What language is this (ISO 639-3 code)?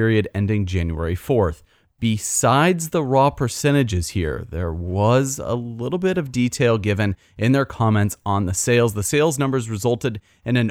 eng